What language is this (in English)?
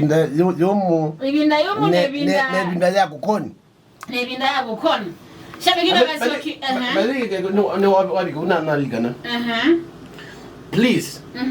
Kamba